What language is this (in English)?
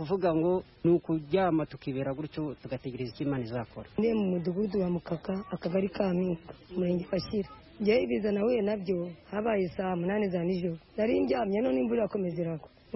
Kinyarwanda